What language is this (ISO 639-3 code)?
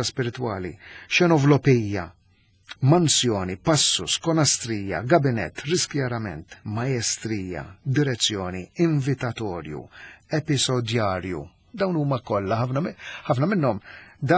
mlt